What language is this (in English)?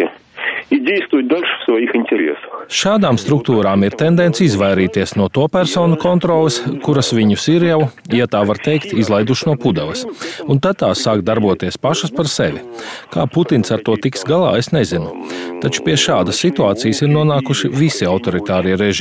Latvian